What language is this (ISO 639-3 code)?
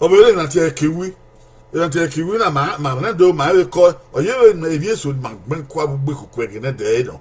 bin